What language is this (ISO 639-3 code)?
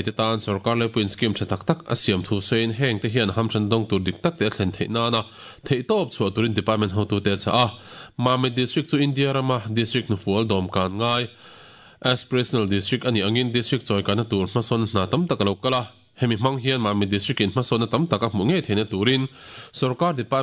lus